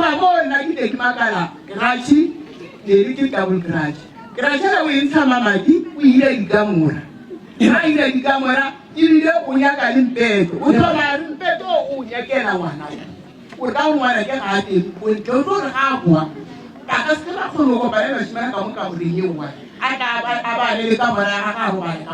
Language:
Northern Sotho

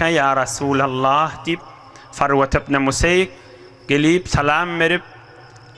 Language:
Turkmen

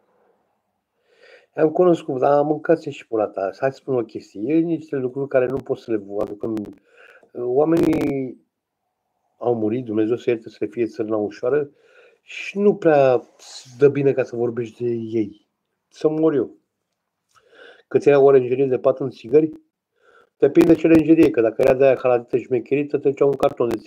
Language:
Romanian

